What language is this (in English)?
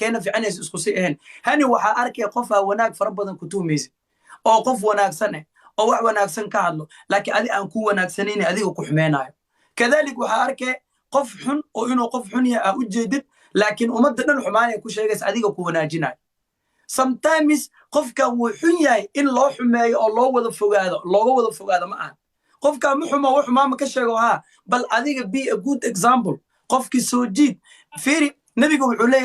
Somali